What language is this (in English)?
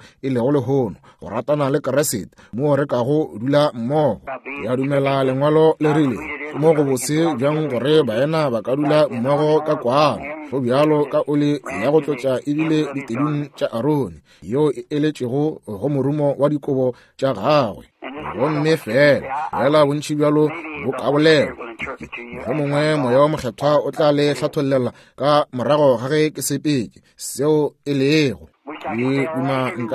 Northern Sotho